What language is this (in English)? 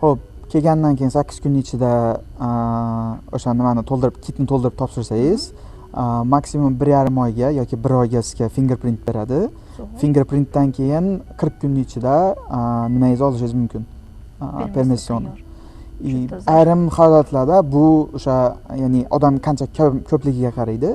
Uzbek